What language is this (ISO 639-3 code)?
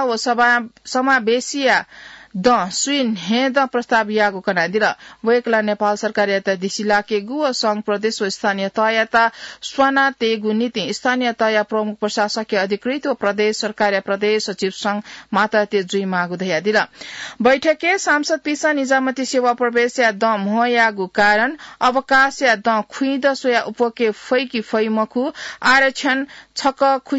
new